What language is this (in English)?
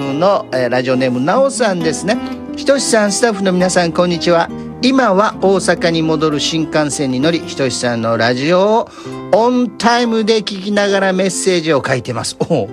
Japanese